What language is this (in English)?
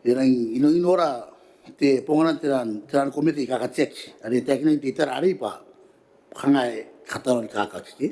Gilbertese